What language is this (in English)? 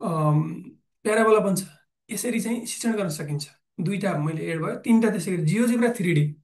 Nepali